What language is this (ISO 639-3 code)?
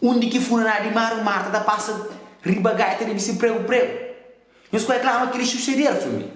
kea